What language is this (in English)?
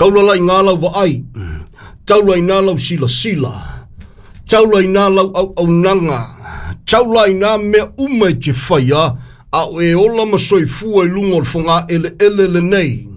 Samoan